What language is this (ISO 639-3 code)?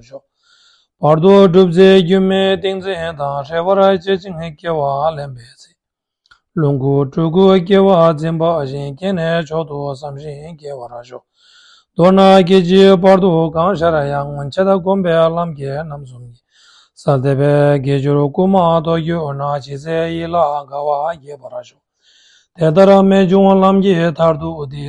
bod